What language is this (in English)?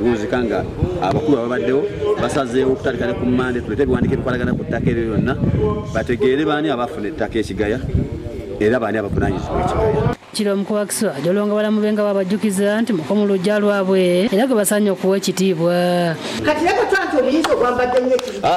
Ganda